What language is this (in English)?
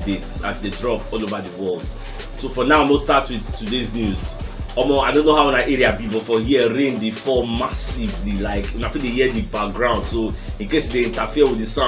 Nigerian Pidgin